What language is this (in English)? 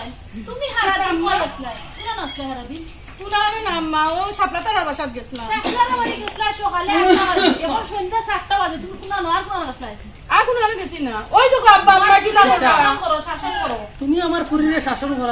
Sylheti